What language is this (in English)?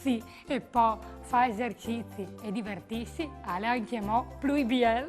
Friulian